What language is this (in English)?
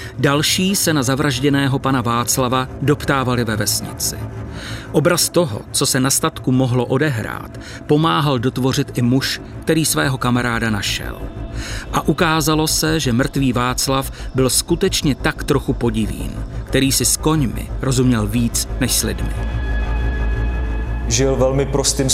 Czech